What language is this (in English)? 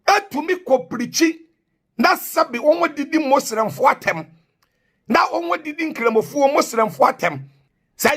Akan